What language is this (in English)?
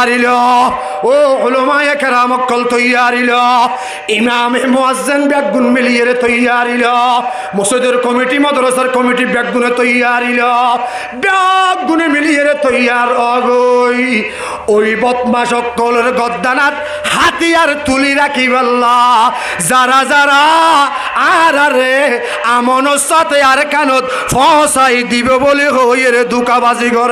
Rohingya